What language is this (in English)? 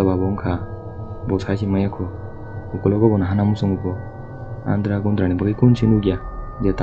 Kok Borok